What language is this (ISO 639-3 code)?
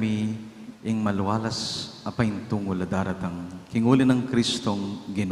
pam